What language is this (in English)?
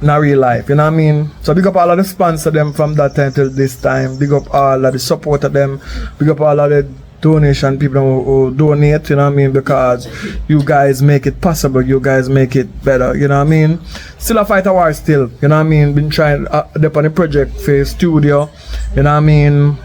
Jamaican Creole English